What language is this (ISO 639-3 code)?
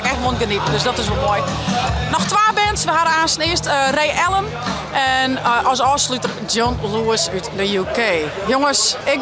fry